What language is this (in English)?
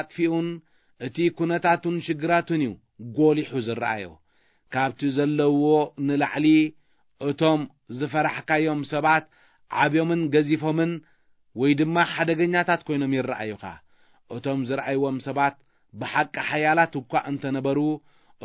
Tigrinya